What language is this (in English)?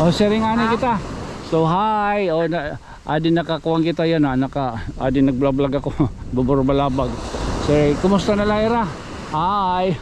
Waray